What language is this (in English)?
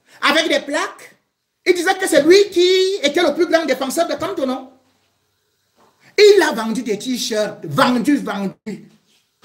French